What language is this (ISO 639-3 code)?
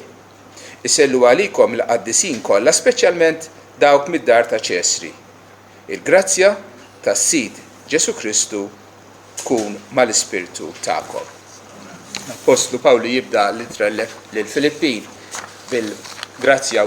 mlt